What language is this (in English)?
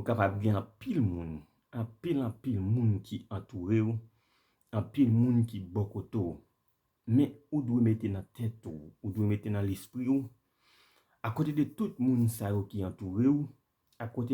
Haitian Creole